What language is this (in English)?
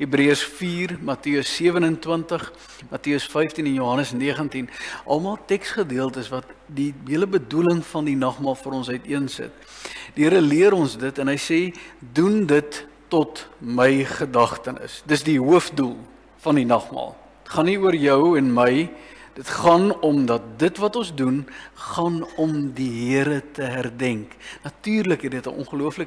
Afrikaans